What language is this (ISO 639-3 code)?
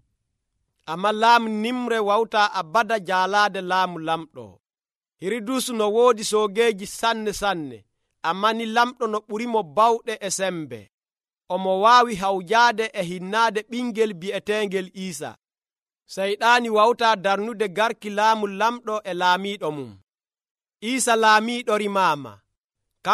fuv